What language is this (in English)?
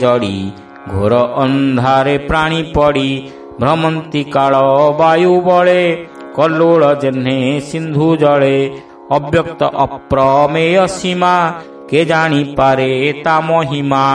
Odia